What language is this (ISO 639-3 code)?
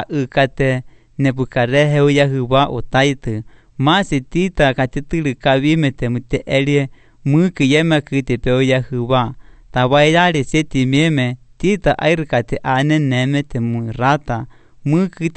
lit